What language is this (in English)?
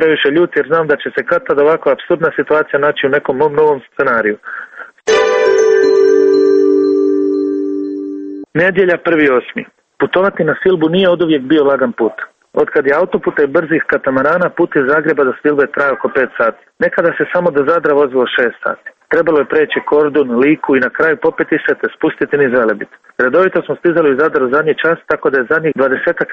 Croatian